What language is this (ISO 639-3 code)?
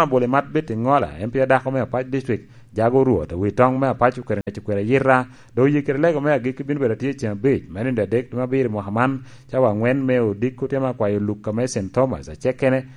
laj